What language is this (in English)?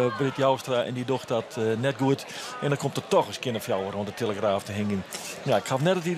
Western Frisian